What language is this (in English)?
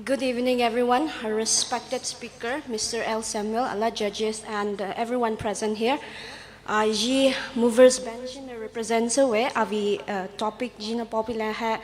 Poumei Naga